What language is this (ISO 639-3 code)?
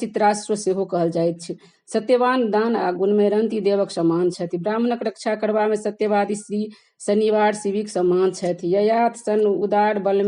mai